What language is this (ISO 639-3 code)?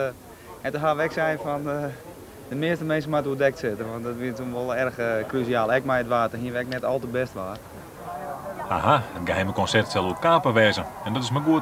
nld